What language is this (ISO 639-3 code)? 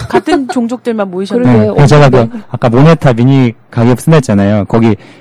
kor